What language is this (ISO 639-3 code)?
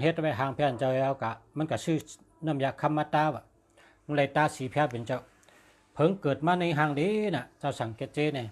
shn